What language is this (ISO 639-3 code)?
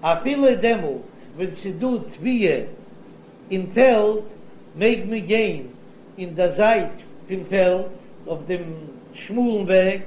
yid